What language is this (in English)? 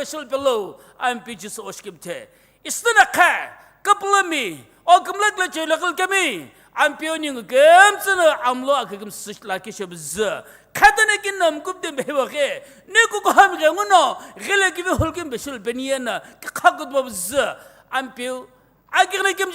Sumi Naga